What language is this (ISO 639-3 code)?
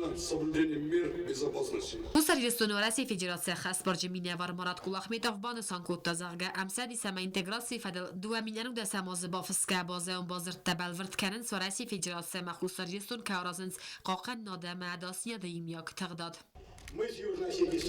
oss